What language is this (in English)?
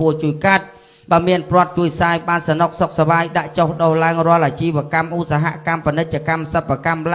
Khmer